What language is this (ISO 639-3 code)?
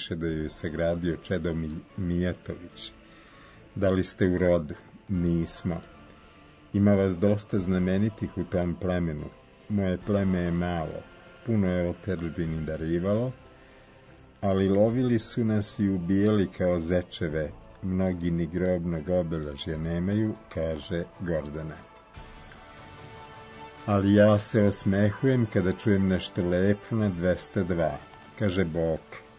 srp